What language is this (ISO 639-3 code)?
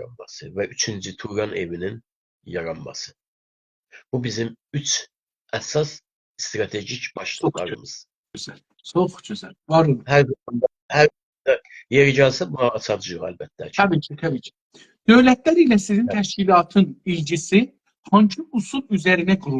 azb